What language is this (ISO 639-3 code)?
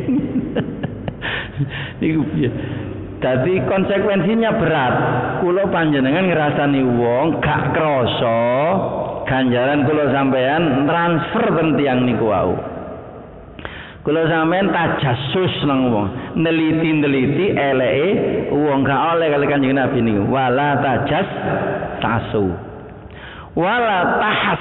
jav